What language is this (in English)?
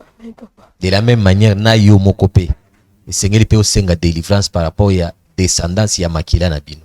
Lingala